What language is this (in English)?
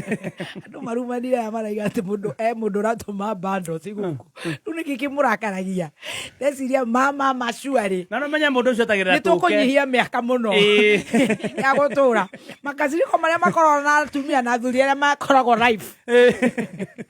Kikuyu